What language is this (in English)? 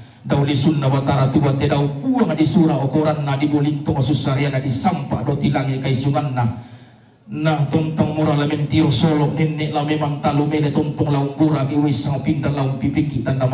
Toraja-Sa'dan